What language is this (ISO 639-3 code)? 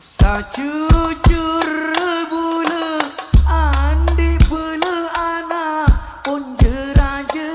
mad